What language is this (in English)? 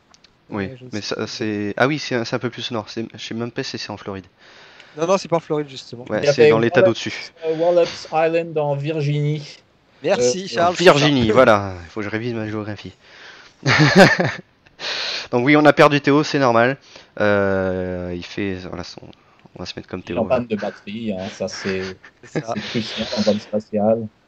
French